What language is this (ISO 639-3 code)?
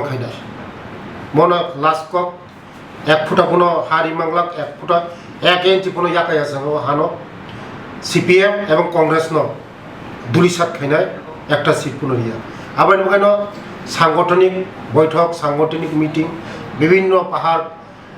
trp